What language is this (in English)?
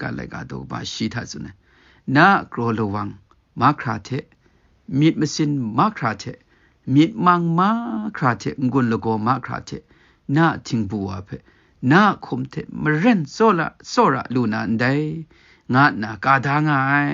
Kachin